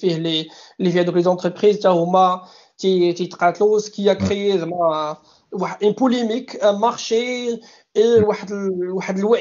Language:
Moroccan Arabic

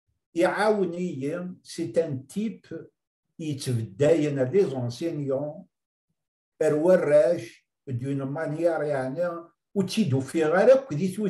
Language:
Kabyle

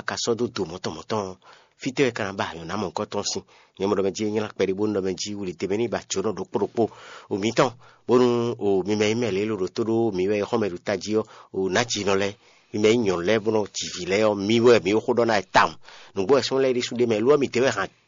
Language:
Fon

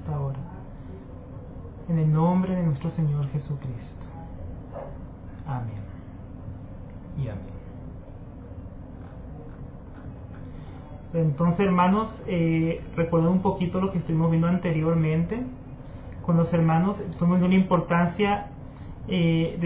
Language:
Spanish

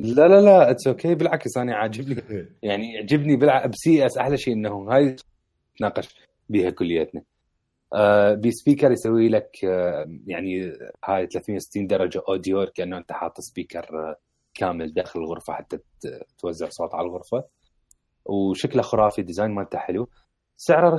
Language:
Mesopotamian Arabic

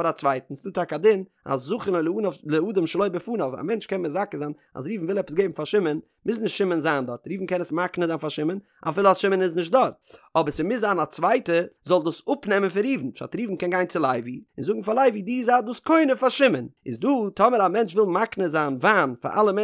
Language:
Yiddish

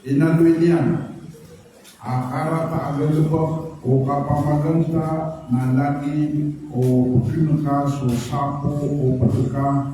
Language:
Maranao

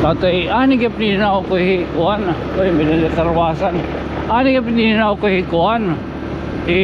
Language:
Waray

